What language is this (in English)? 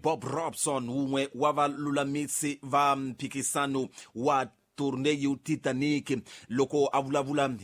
Tsonga